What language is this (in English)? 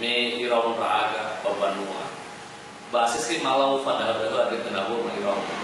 Nias